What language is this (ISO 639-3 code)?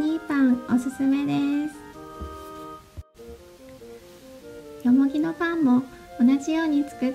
jpn